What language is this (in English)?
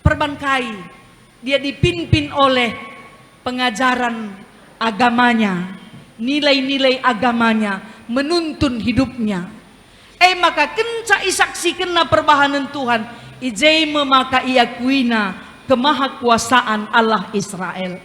Batak Karo